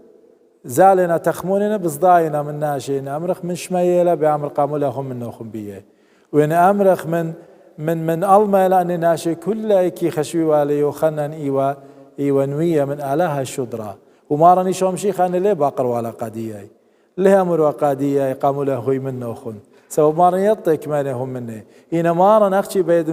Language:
Assyrian Neo-Aramaic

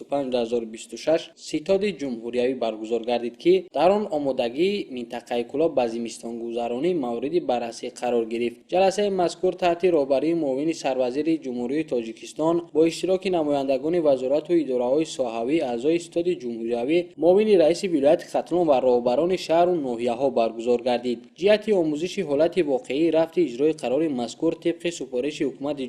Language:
Tajik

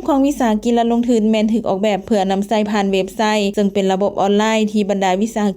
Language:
Lao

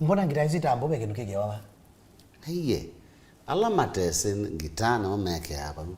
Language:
Kamba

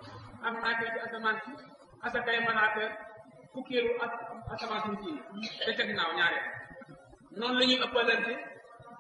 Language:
Wolof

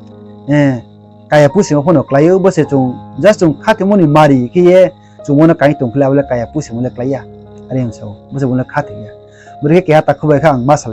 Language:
Riang (India)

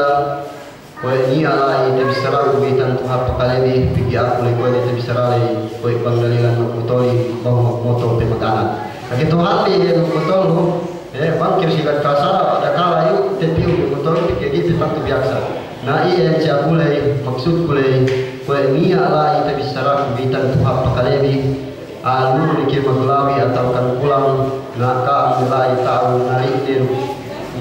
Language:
Yakan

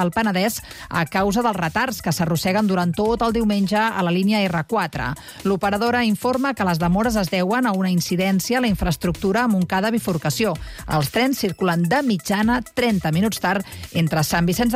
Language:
Catalan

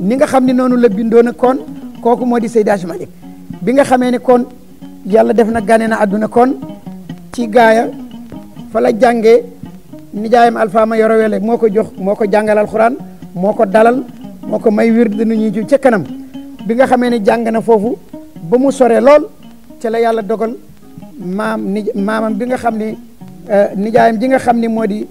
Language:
Wolof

